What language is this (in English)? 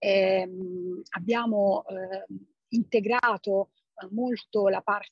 Italian